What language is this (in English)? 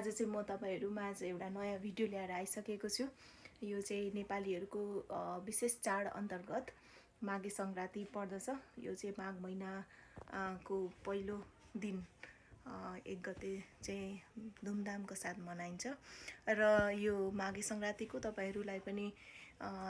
Nepali